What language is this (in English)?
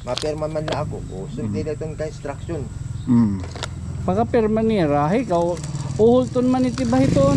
Waray